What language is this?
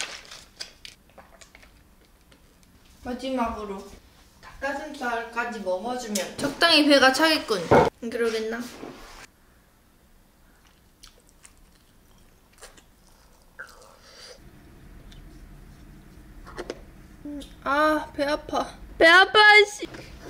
Korean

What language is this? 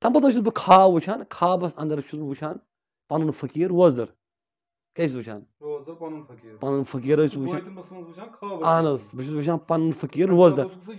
Kashmiri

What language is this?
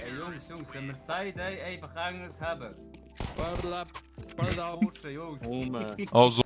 Swiss German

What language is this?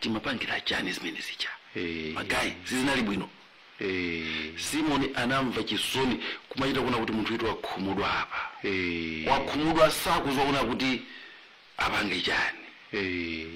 Nyanja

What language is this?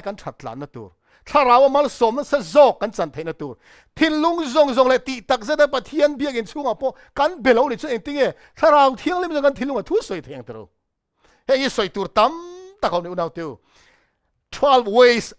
Mizo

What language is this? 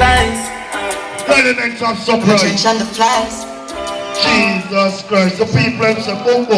Jamaican Creole English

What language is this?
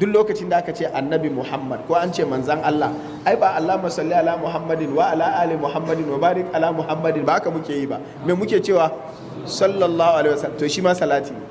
Hausa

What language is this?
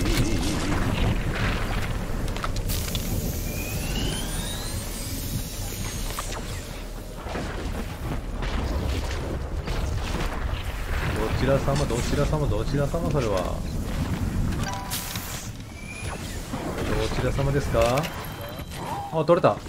Japanese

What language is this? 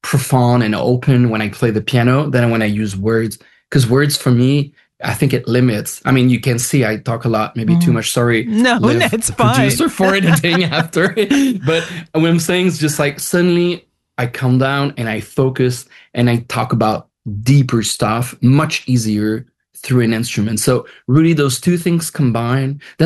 English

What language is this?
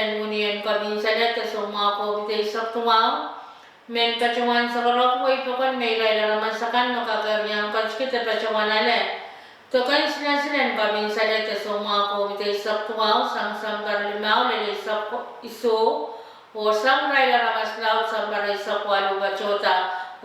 Pohnpeian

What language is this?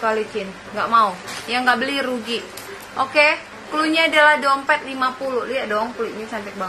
Indonesian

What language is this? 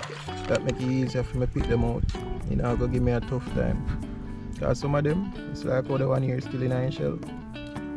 Jamaican Creole English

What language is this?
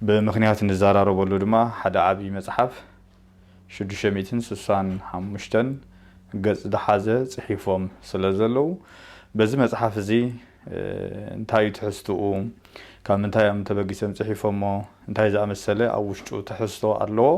Tigrinya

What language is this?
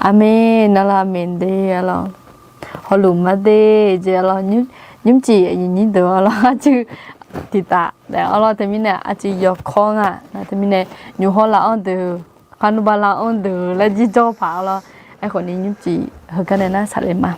Akha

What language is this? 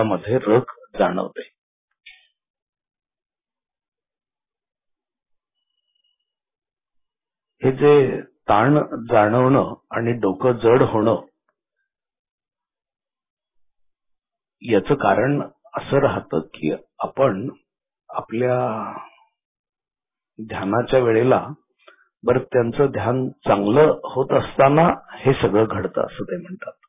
Marathi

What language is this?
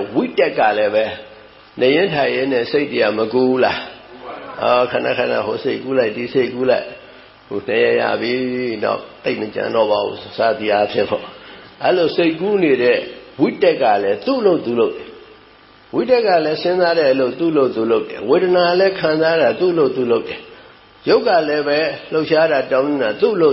Burmese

